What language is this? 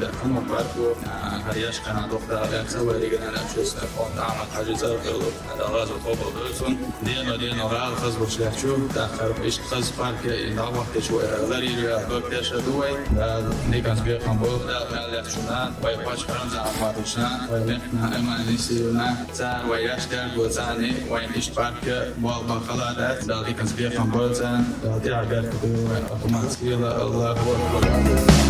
Chechen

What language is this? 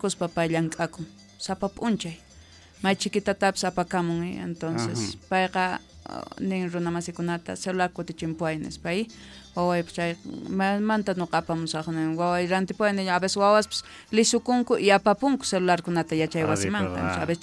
South Bolivian Quechua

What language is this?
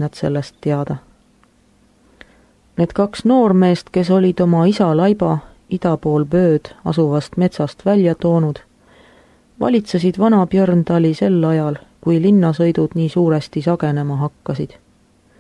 Estonian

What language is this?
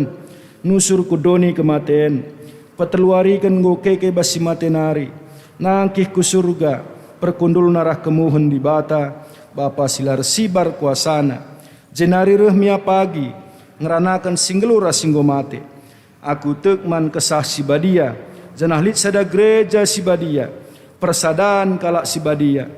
Batak Karo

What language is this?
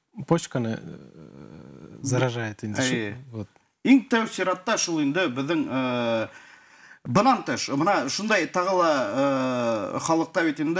Bashkir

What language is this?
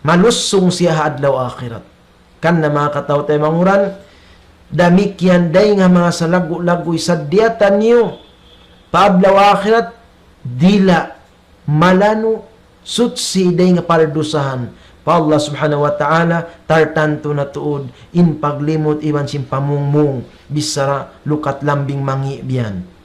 Tausug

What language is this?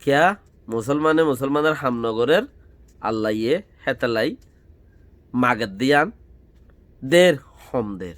Rohingya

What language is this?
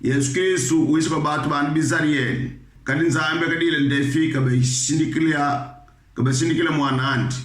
Kongo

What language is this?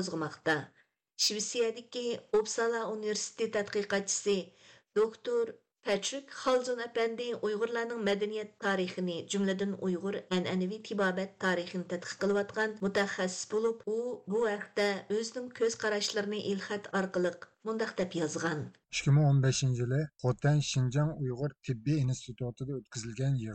Uyghur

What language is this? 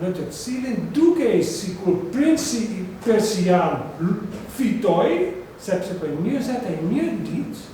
Albanian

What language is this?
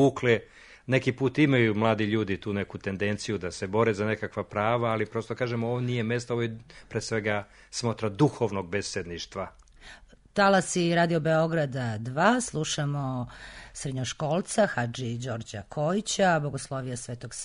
Serbian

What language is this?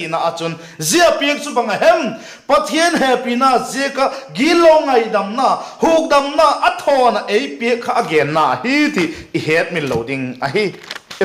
Vaiphei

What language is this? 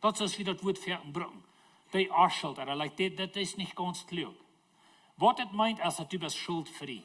Plautdietsch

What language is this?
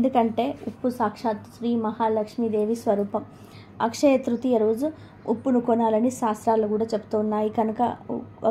Telugu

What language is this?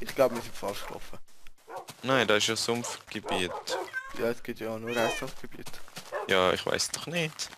Swiss German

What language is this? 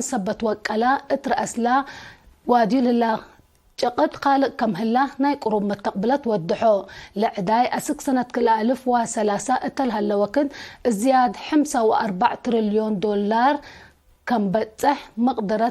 Tigre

